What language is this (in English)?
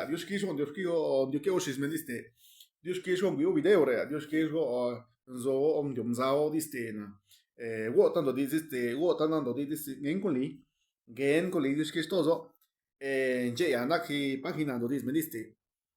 Zapotec